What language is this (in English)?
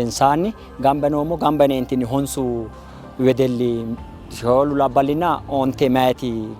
Sidamo